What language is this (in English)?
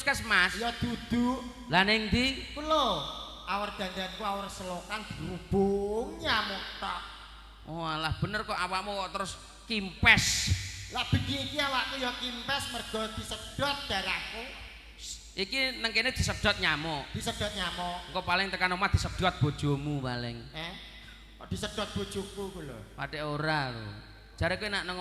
Javanese